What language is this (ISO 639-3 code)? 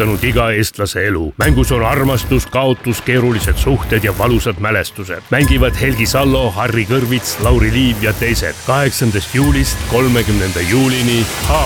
est